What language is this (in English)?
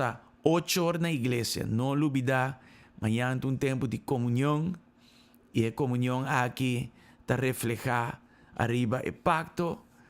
Papiamento